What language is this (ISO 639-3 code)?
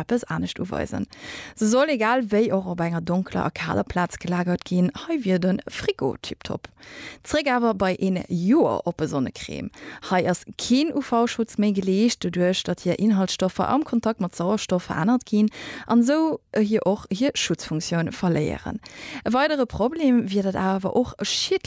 ltz